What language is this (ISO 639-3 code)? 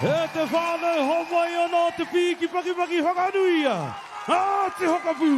mri